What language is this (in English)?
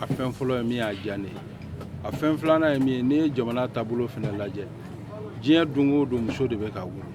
Bambara